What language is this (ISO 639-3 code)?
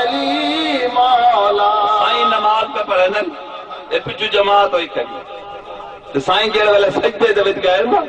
skr